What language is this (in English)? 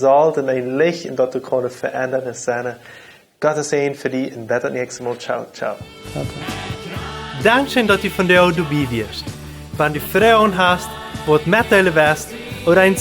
Plautdietsch